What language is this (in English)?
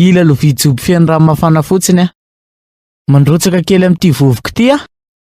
Malagasy